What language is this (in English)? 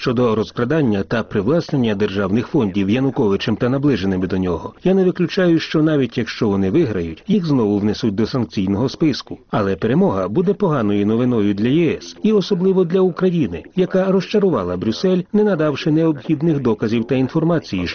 Ukrainian